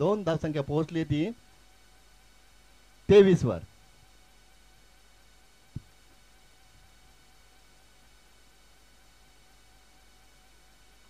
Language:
Marathi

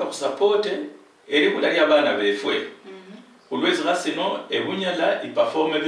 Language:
Luyia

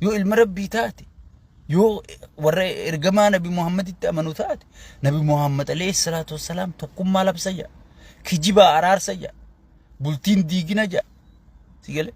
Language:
Oromo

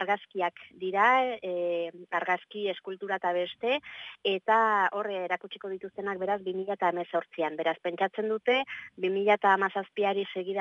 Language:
Basque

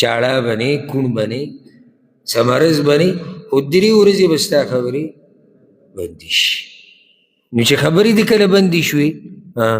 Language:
Pashto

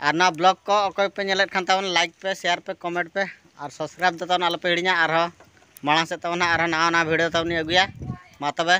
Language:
Santali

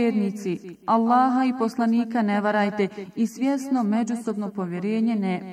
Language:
Bosnian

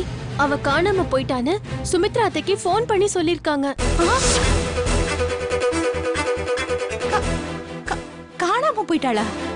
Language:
Tamil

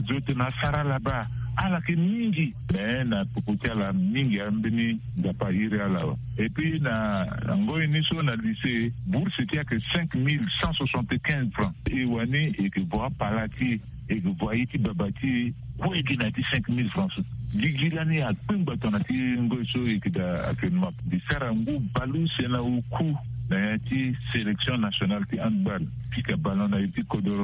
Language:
Sango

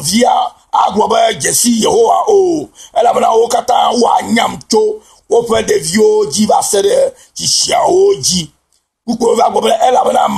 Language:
Ewe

